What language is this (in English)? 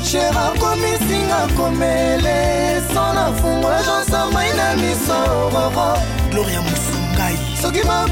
French